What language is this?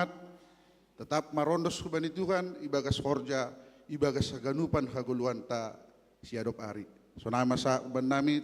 Batak Simalungun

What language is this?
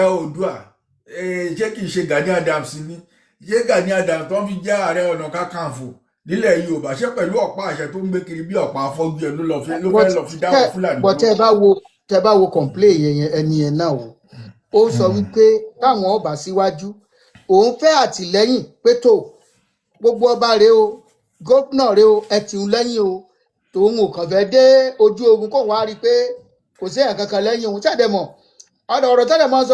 Yoruba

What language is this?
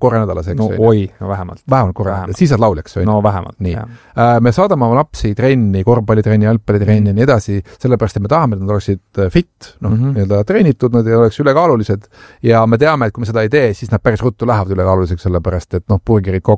Estonian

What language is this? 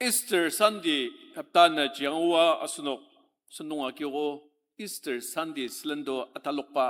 Ao Naga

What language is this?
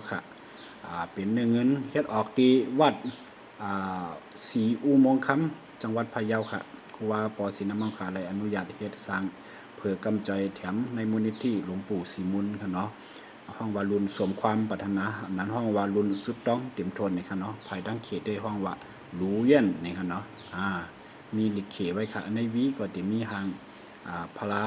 Shan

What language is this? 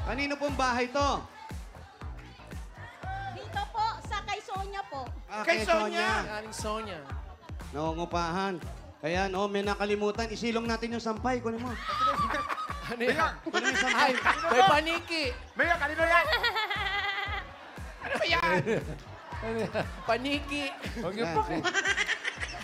Filipino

